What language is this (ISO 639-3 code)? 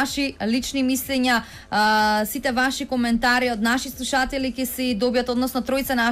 mkd